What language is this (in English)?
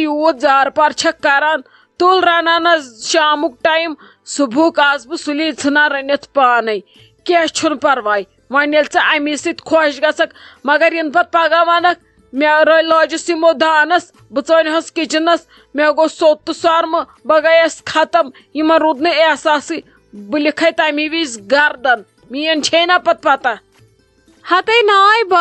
Kashmiri